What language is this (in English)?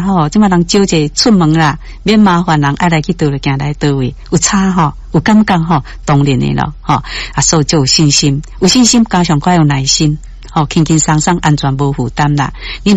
Min Nan Chinese